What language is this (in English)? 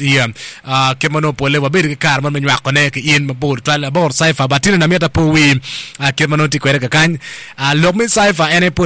Acoli